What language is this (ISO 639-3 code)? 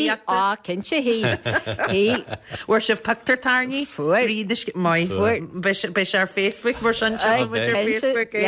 gle